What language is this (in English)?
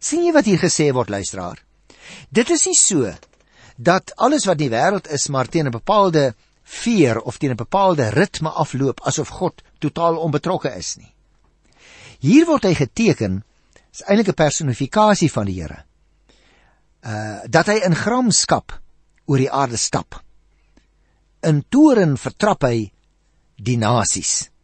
Afrikaans